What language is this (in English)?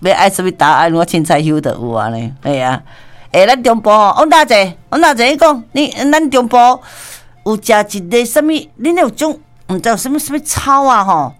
Min Nan Chinese